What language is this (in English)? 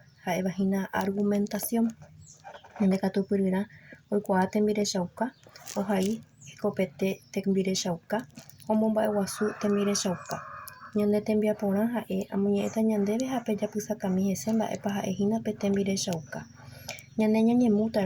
Guarani